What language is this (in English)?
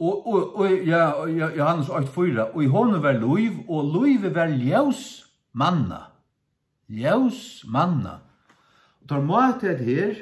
Faroese